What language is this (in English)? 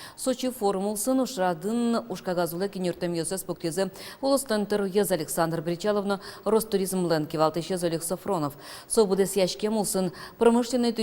Udmurt